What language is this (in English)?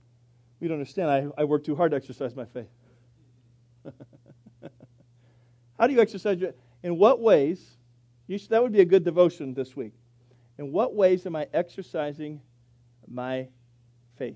English